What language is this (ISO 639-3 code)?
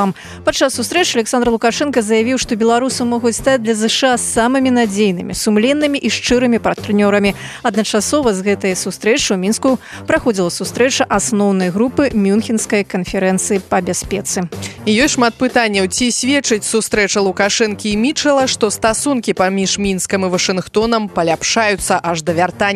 bel